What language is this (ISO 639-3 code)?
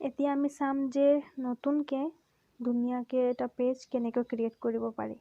asm